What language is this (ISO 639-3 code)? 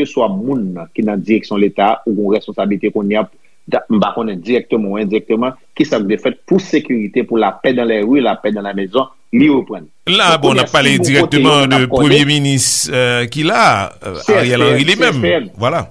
hat